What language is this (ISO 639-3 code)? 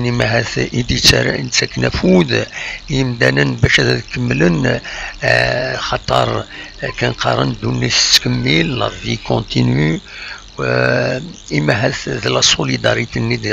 kab